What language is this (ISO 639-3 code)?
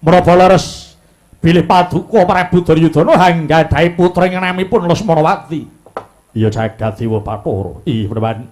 jav